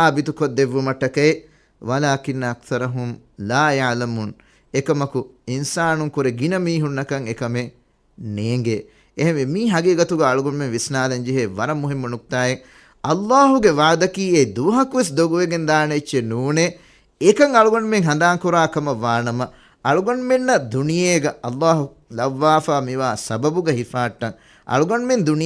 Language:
Divehi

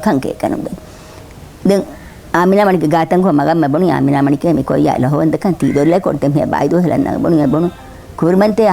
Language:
Divehi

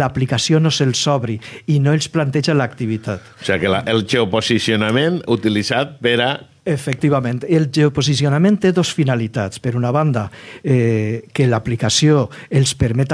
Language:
Catalan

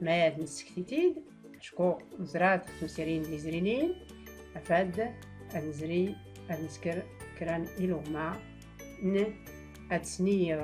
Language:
Tachelhit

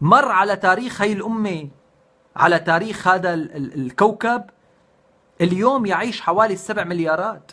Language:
North Levantine Arabic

